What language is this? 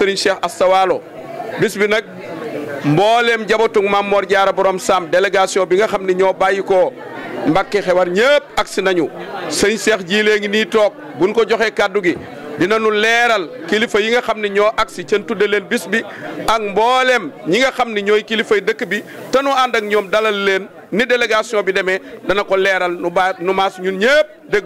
Wolof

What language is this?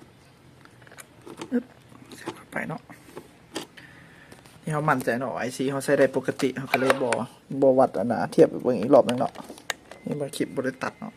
Lao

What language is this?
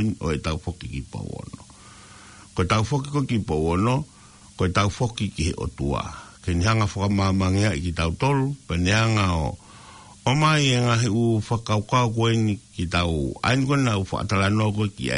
Tongan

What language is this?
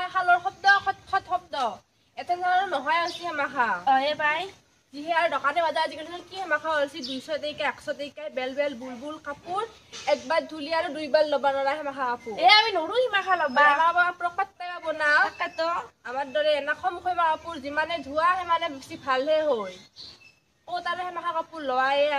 Assamese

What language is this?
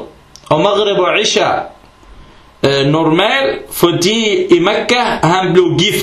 Danish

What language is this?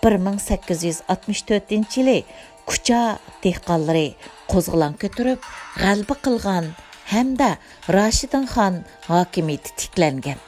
Uyghur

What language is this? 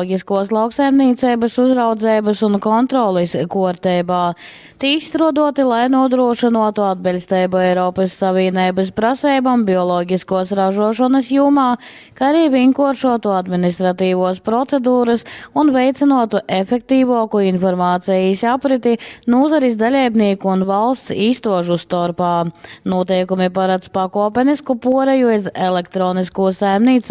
Latgalian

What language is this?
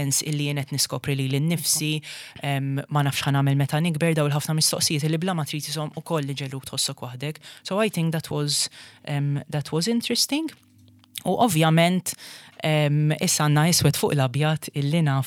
Maltese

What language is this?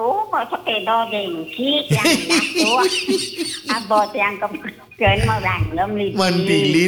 Balinese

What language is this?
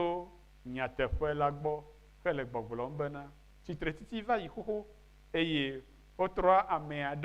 Ewe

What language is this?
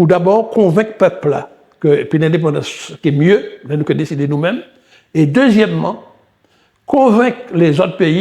Guadeloupean Creole French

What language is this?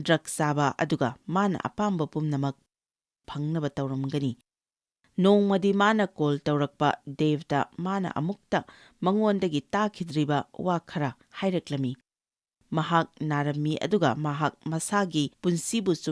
Manipuri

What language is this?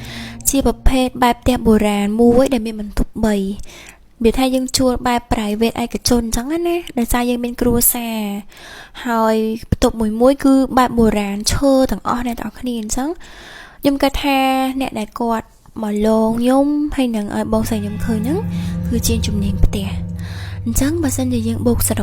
Khmer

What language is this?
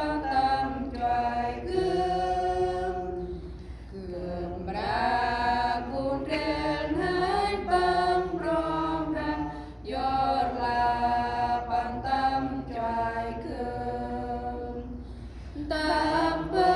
Central Mnong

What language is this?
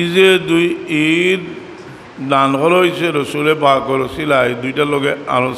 Sylheti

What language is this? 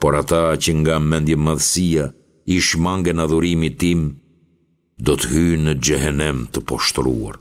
Albanian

